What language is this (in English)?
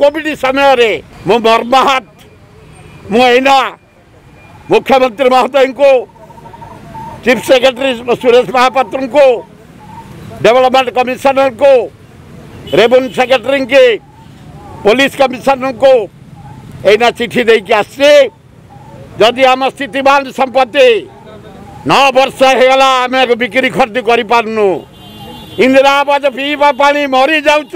Odia